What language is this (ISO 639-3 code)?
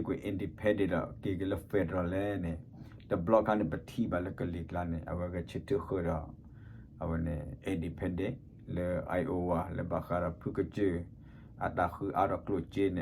ksw